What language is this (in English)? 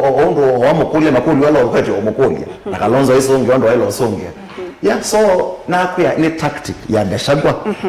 Kamba